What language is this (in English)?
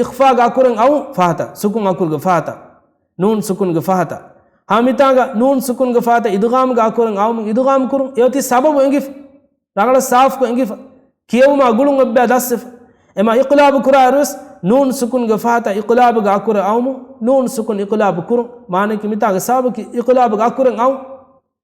Divehi